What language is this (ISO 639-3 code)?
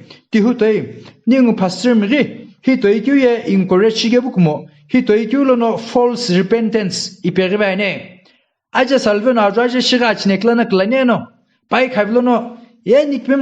nsm